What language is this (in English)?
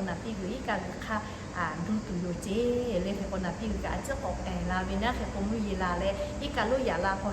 Lahu